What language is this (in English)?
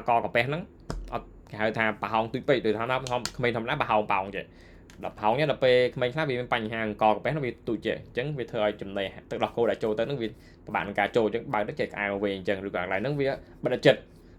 Khmer